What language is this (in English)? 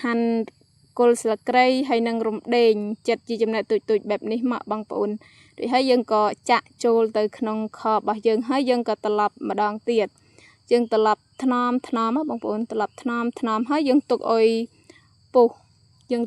Khmer